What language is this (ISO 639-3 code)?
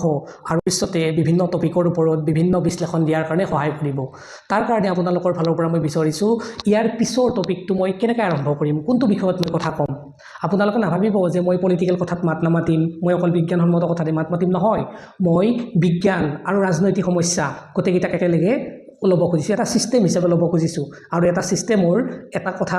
asm